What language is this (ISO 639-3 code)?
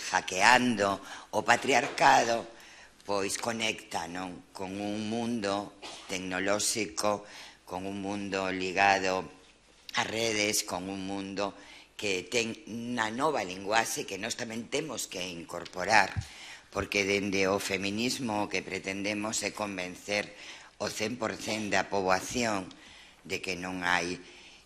glg